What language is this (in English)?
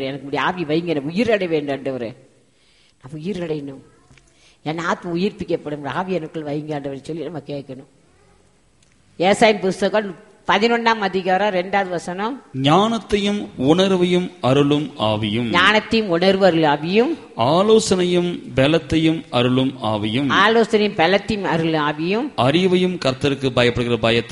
Tamil